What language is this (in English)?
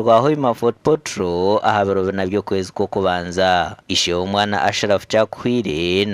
Nyankole